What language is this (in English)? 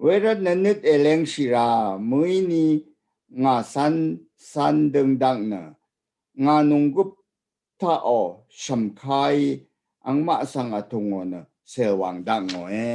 Rawang